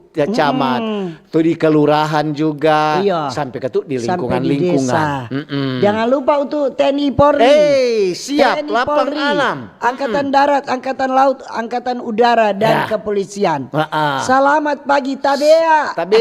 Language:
Manado Malay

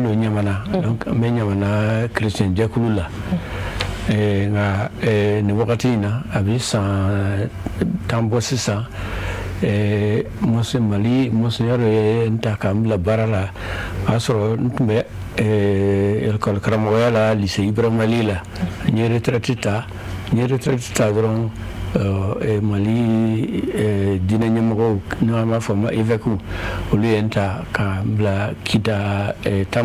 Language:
Bambara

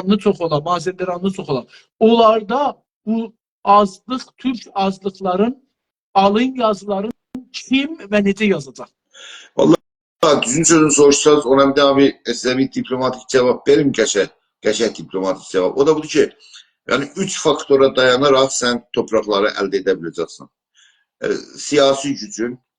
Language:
South Azerbaijani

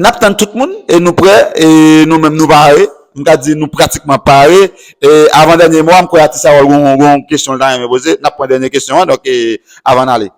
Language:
Haitian Creole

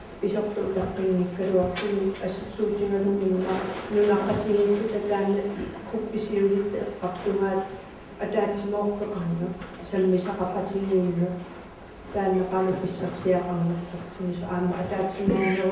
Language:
Kalaallisut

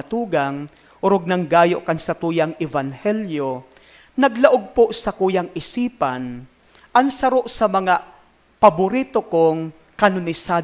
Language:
Bikol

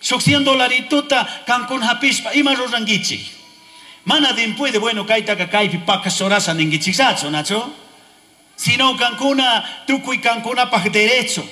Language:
Chimborazo Highland Quichua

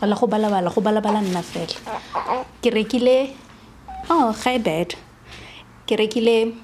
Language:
Tswana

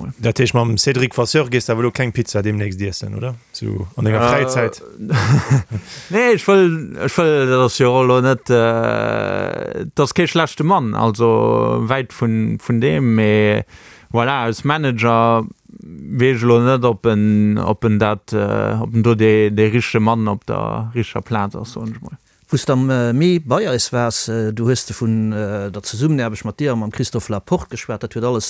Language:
Luxembourgish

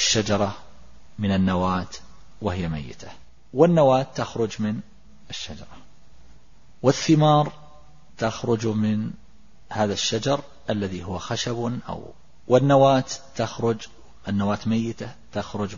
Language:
Arabic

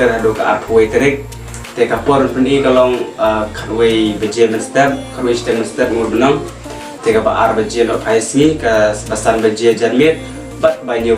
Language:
Khasi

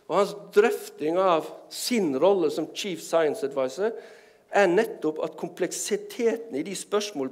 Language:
Norwegian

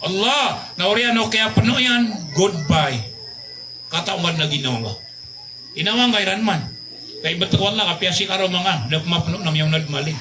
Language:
Maranao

